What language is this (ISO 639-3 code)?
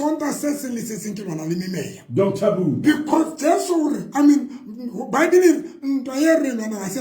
sot